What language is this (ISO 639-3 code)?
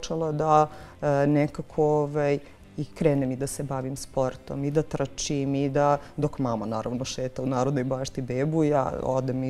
srp